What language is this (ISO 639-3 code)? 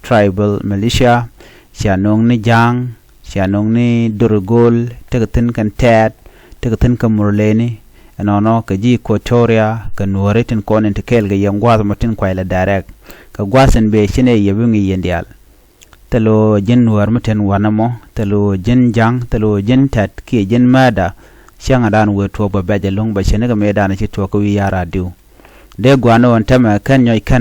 nus